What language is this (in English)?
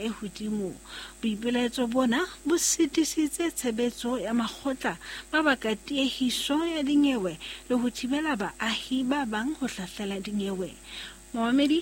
Southern Sotho